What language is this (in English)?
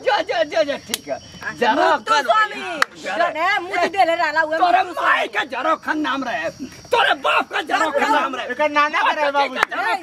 Bhojpuri